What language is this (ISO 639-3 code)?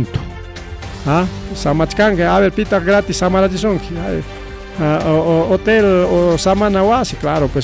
quy